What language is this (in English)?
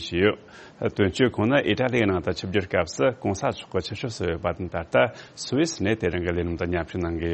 Tibetan